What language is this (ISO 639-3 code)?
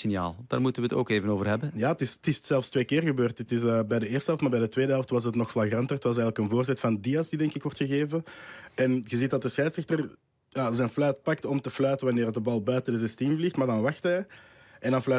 nld